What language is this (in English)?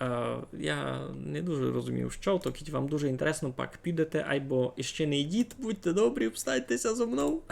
Rusyn